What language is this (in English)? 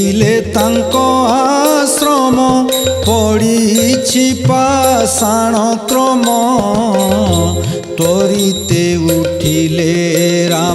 Odia